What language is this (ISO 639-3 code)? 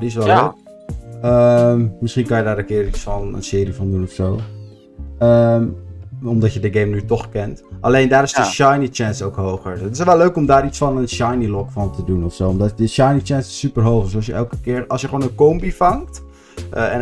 nld